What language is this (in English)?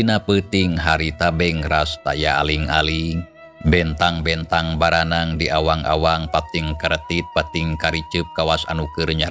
Sundanese